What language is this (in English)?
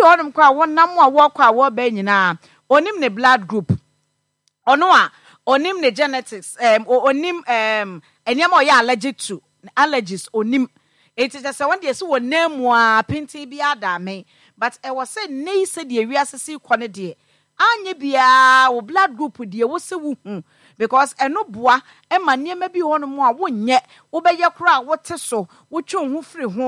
Akan